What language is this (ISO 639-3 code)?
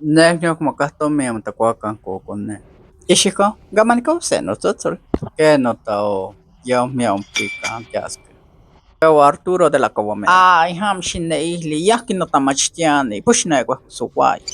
nhx